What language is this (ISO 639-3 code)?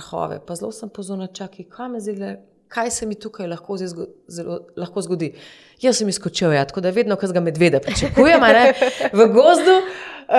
slv